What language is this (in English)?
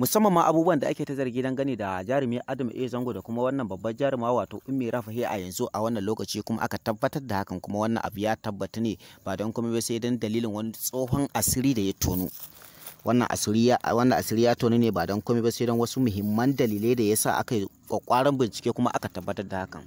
Hausa